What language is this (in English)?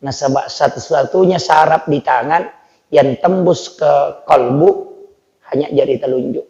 Buginese